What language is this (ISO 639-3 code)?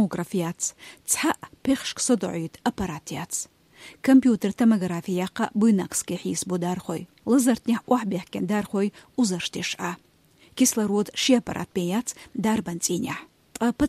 che